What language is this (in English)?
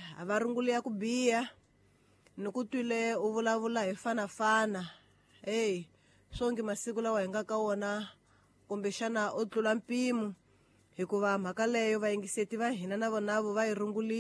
Tsonga